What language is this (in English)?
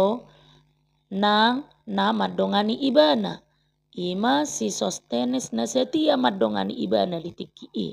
Batak Toba